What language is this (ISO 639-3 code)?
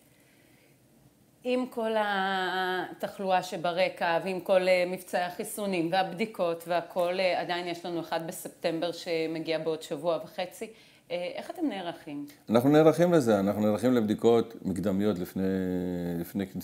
heb